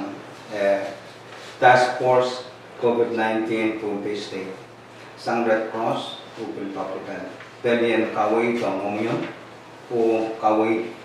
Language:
Pohnpeian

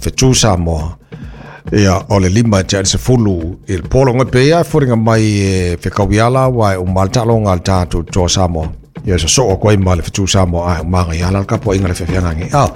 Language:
Samoan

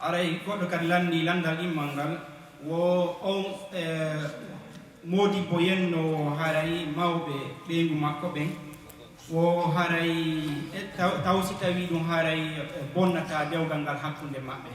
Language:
Fula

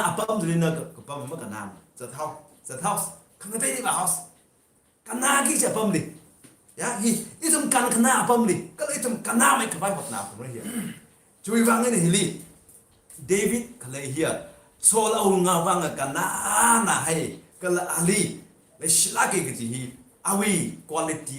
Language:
Tangkhul Naga (India)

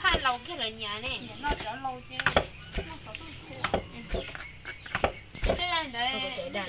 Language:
Hmong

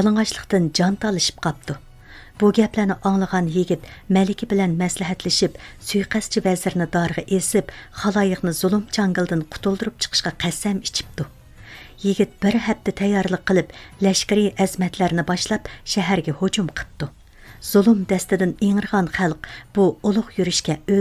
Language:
Uyghur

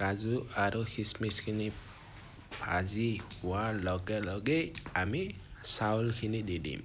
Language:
Assamese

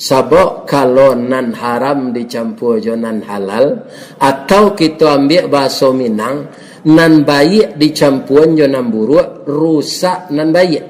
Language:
Minangkabau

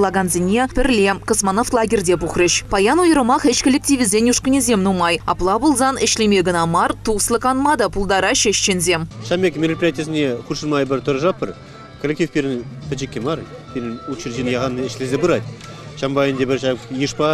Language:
Chuvash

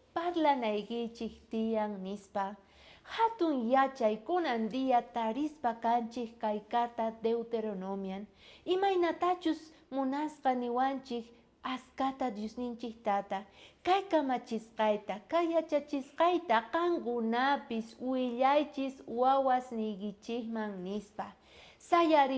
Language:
South Bolivian Quechua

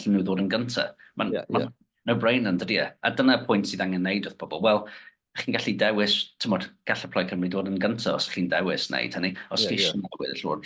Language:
Welsh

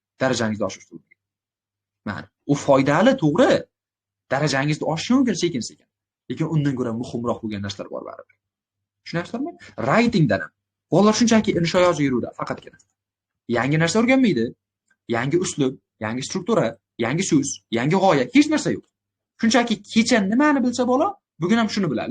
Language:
Uzbek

